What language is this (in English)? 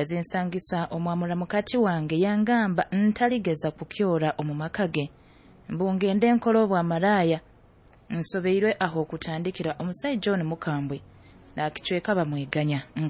Nyoro